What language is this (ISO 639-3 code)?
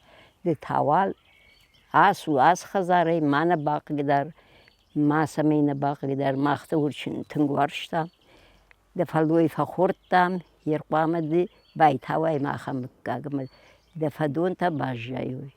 oss